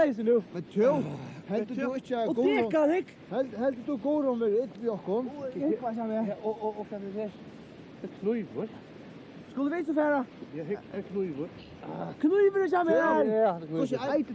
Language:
Faroese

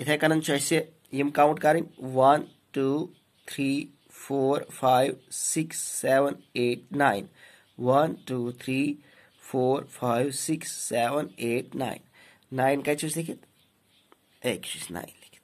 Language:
Kashmiri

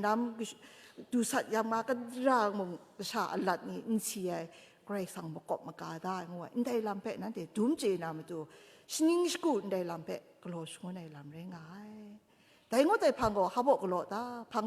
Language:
Kachin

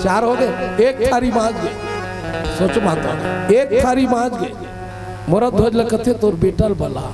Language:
Chhattisgarhi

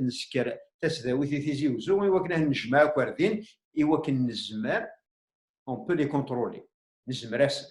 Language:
Kabyle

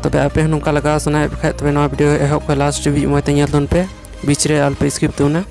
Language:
Santali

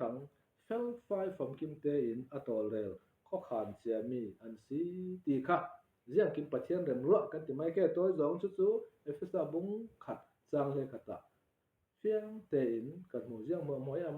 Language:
Falam Chin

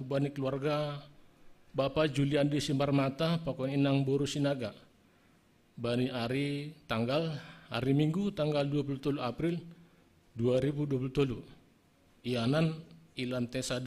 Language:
Batak Simalungun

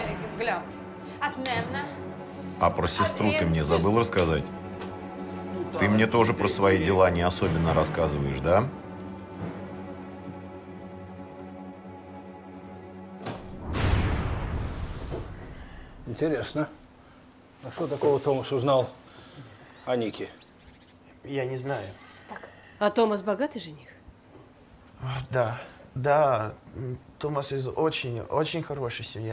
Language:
Russian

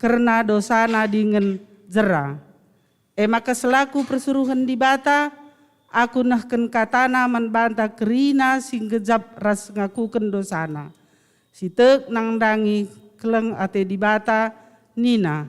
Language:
Batak Karo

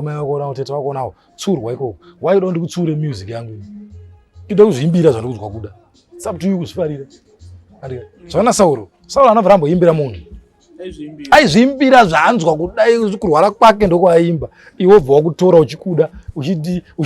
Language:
Shona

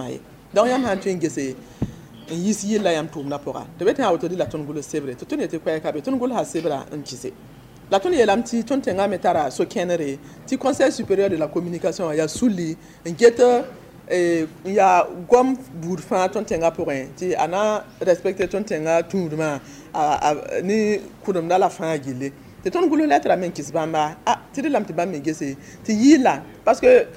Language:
Mossi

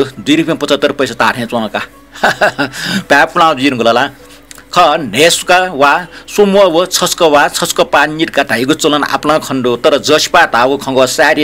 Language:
Newari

